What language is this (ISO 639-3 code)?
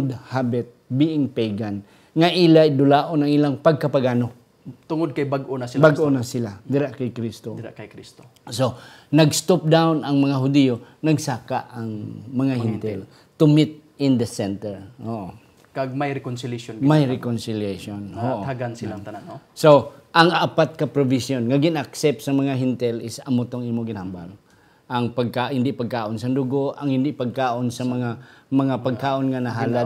hil